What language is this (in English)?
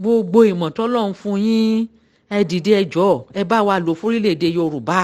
Yoruba